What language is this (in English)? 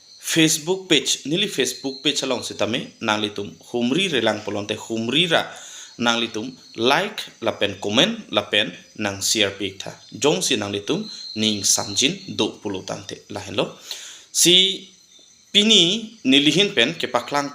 Karbi